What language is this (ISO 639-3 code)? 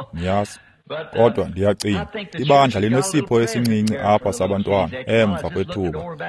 xho